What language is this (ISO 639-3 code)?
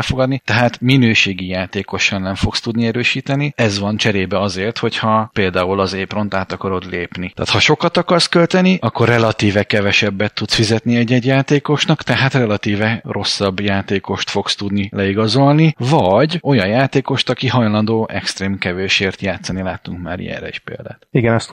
hun